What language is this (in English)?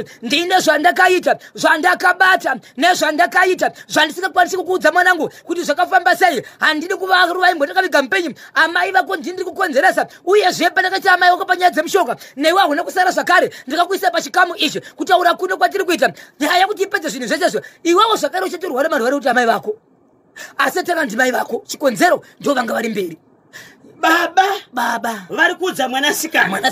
Shona